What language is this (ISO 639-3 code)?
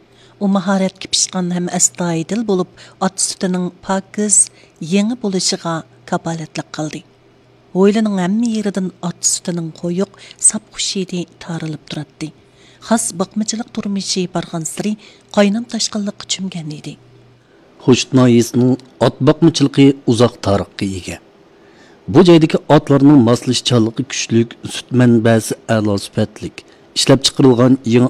uig